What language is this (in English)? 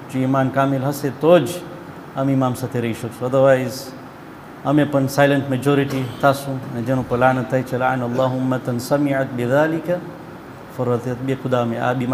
Gujarati